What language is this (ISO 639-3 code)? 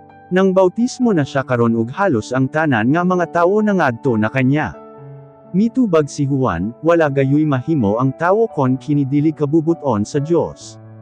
ceb